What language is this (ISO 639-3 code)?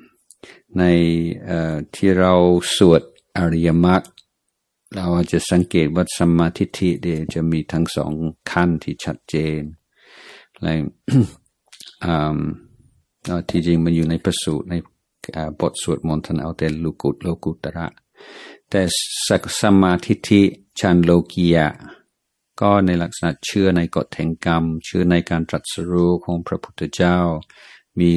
tha